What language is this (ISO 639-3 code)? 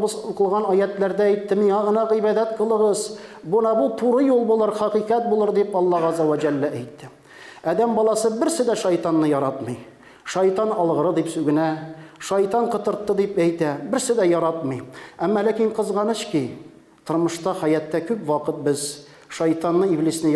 tat